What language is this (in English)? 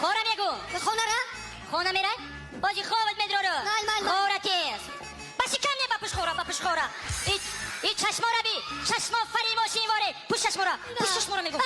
Tajik